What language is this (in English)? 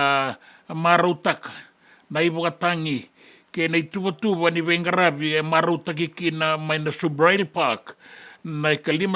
Fijian